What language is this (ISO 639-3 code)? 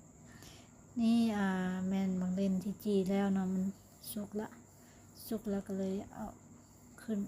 lao